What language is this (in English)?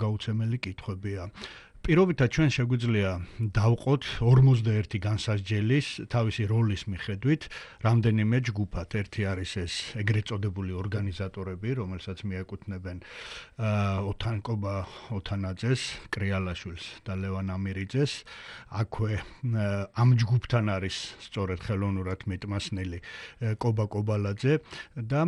Georgian